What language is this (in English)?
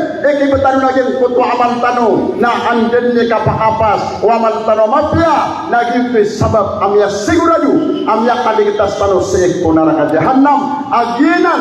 Maranao